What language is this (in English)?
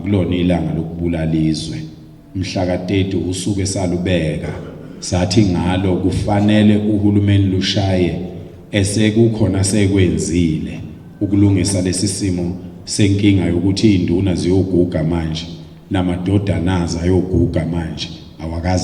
Zulu